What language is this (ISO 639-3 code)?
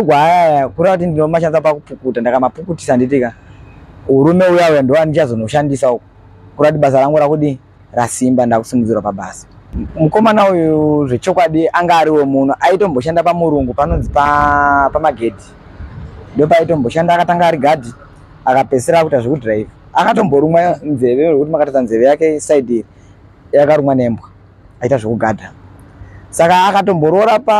sna